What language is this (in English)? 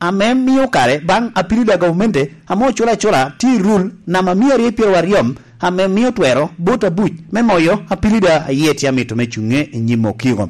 Lango (Uganda)